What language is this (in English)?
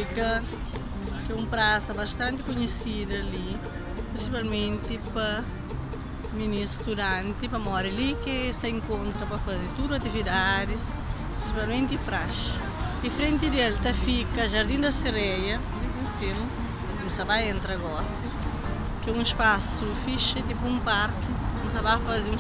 Kabuverdianu